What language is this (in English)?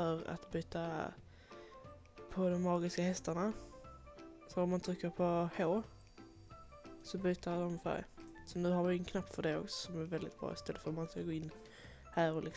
Swedish